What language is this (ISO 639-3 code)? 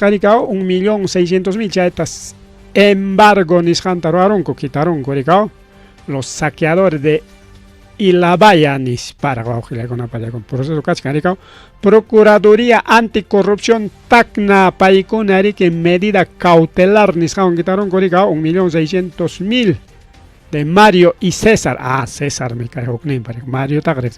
quy